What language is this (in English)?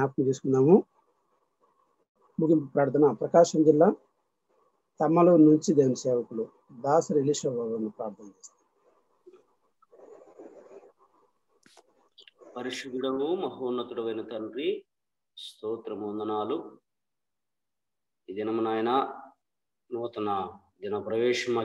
Telugu